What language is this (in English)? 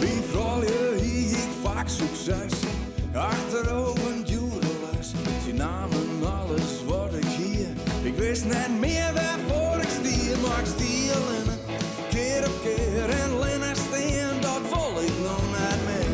Western Frisian